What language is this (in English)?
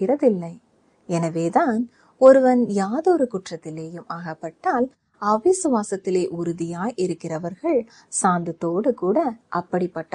Tamil